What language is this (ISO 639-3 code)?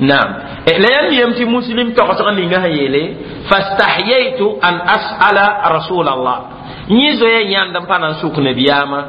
mos